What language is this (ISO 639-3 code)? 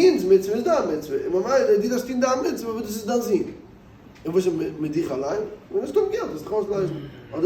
yid